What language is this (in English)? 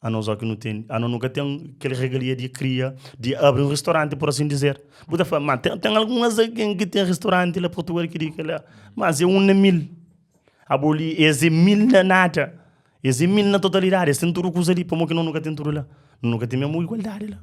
Kabuverdianu